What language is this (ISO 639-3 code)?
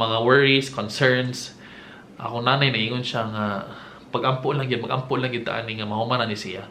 ceb